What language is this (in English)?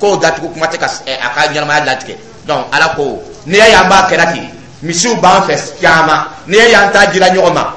Dyula